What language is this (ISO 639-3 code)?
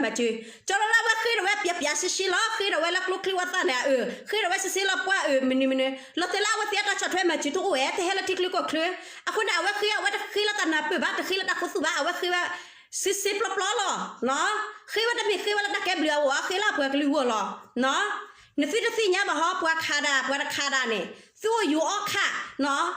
ksw